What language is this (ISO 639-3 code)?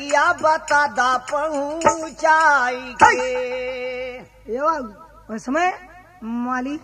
bho